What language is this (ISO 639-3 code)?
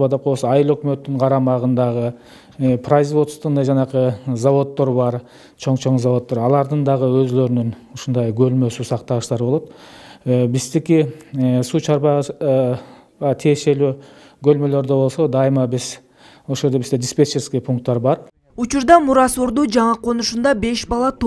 kir